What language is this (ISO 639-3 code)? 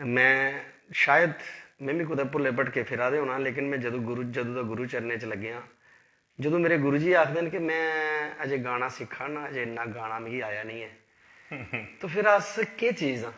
doi